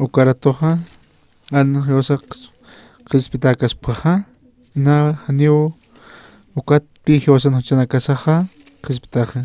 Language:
Aymara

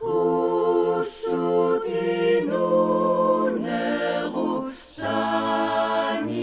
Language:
Kalaallisut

